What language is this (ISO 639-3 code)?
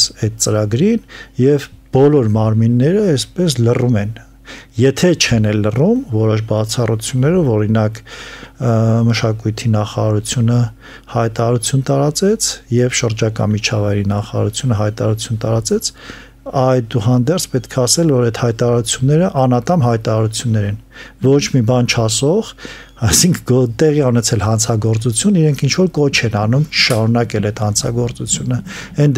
hye